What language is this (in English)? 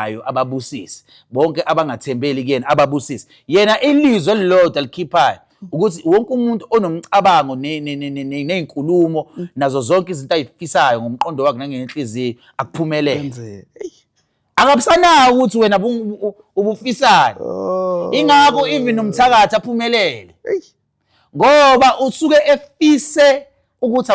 Zulu